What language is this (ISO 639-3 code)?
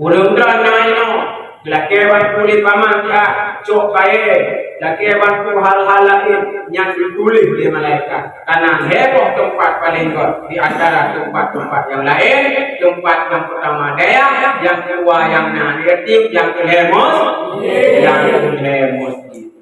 ace